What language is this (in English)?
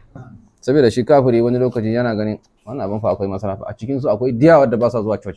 Hausa